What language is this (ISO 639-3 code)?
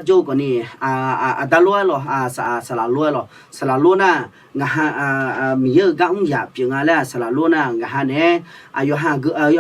ahk